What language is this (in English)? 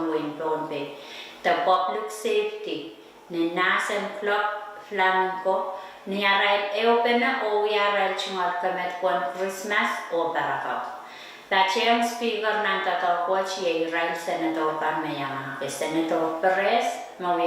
Pohnpeian